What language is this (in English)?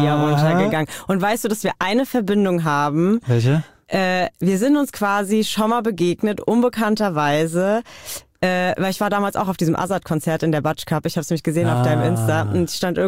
German